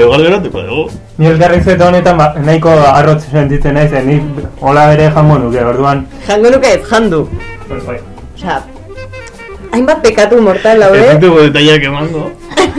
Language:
Basque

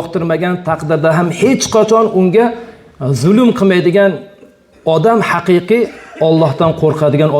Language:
Uzbek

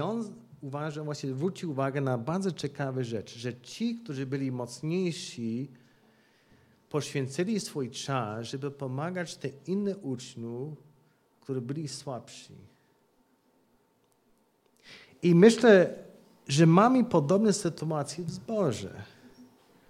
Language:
Polish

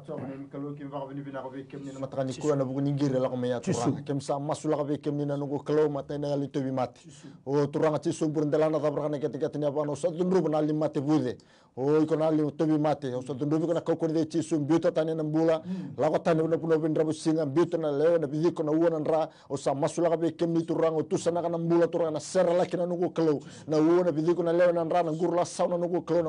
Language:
Fijian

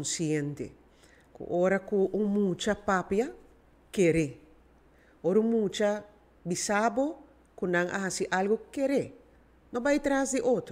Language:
Papiamento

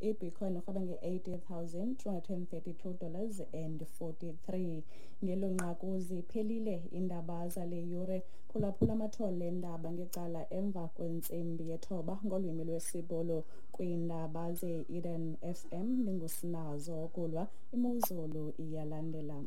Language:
Xhosa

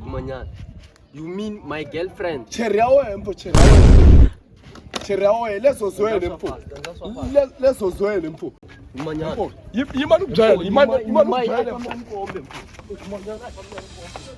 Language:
Tsonga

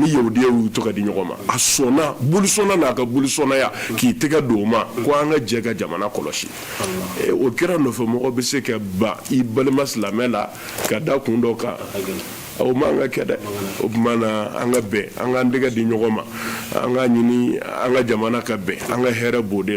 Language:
Bambara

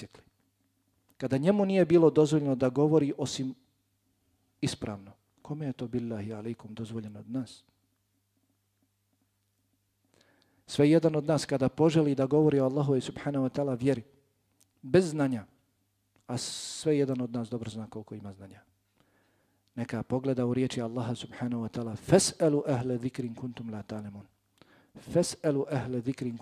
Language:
Bosnian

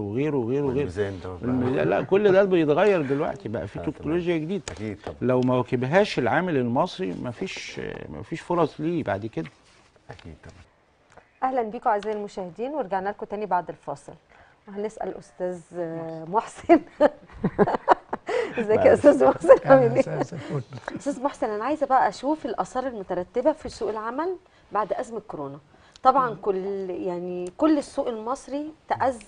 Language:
Egyptian Arabic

